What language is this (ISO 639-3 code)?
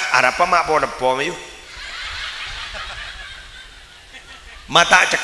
mad